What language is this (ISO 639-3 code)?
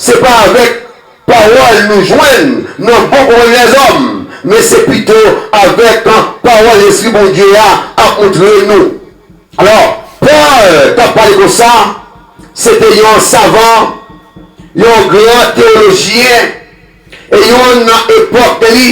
hat